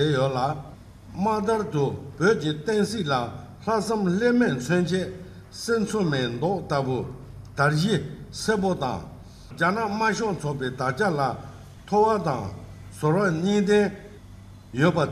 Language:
Tibetan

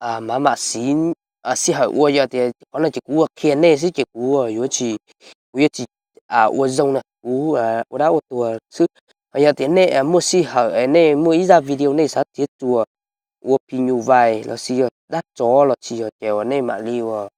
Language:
Hmong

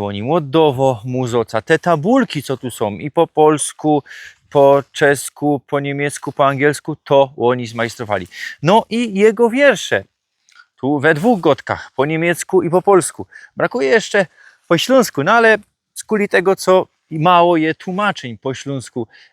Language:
Silesian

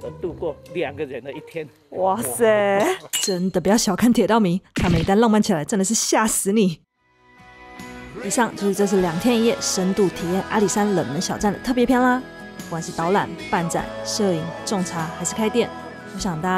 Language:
Chinese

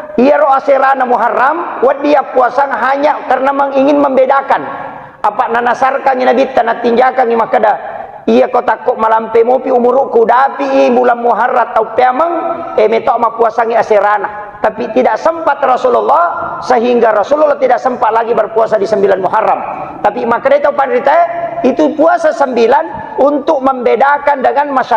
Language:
Buginese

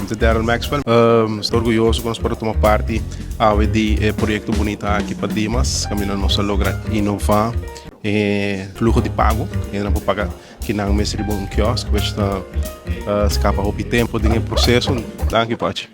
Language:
Papiamento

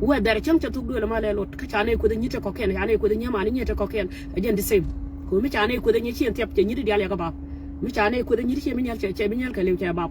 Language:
Nuer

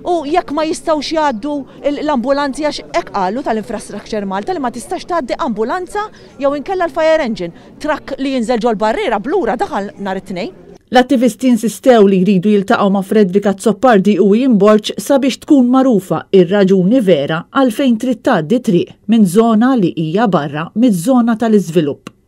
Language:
Maltese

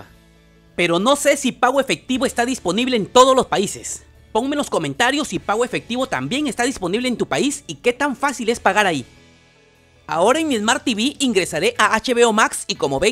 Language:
Spanish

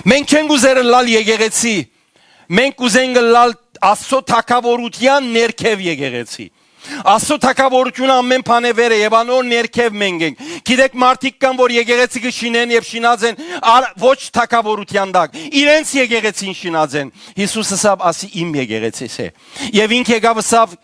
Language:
Western Armenian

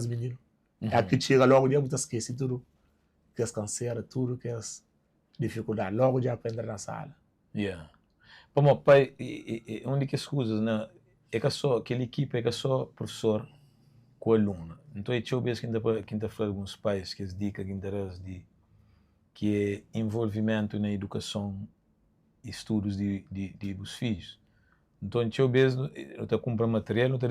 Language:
Kabuverdianu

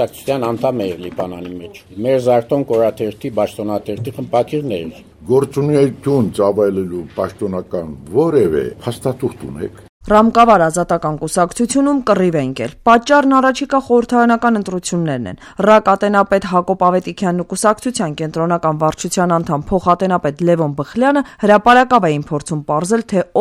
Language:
Armenian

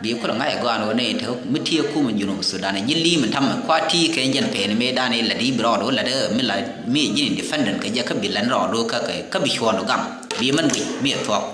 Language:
Nuer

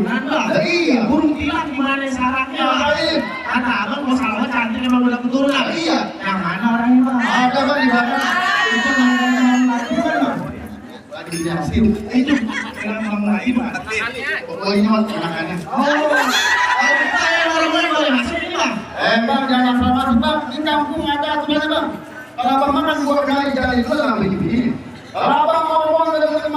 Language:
Betawi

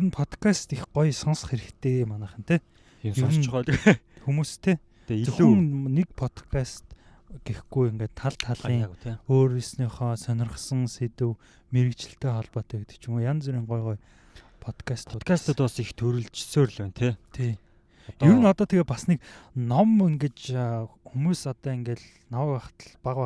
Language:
Mongolian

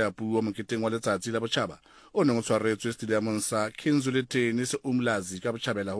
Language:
Southern Sotho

